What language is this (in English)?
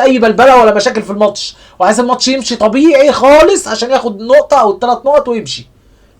Egyptian Arabic